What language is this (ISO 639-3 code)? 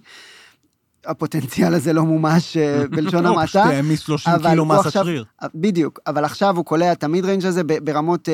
heb